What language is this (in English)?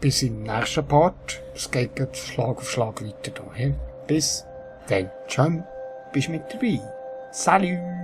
Swiss German